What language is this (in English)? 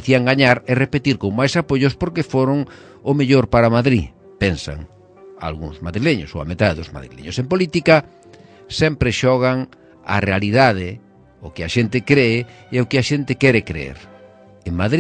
Galician